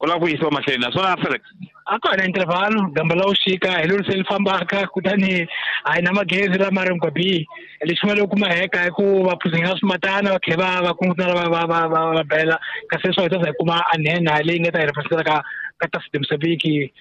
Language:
Tsonga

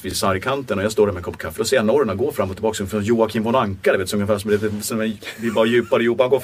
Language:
Swedish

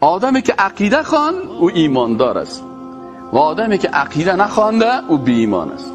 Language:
Persian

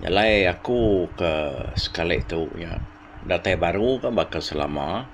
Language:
Iban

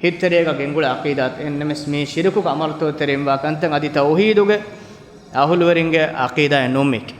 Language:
Divehi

